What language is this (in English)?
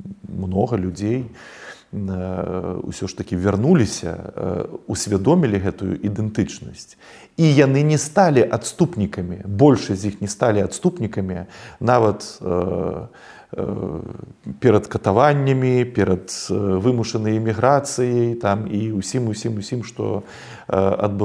Belarusian